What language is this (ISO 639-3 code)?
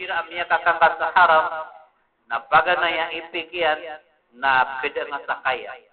mrw